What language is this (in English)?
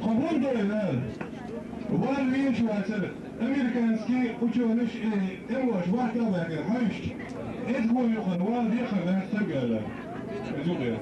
Chechen